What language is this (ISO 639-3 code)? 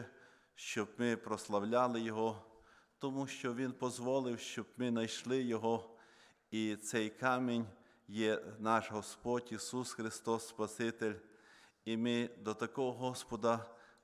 ukr